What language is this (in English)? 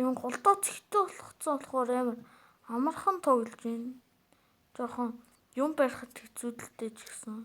Mongolian